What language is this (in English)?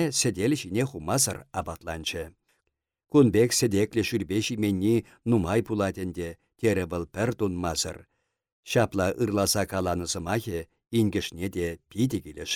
Chuvash